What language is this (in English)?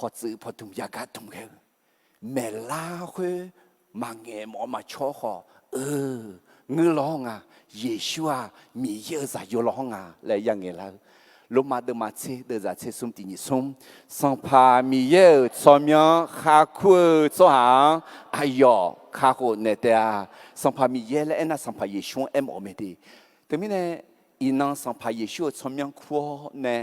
Akha